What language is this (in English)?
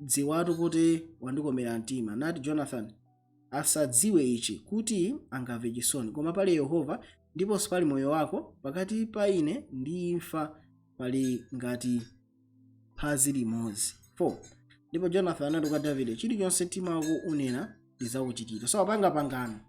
Nyanja